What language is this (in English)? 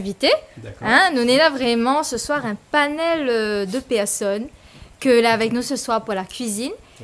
Réunion Creole French